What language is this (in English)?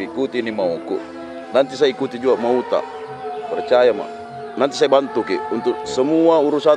Makassar Malay